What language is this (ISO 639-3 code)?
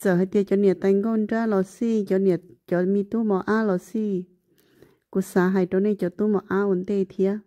hmn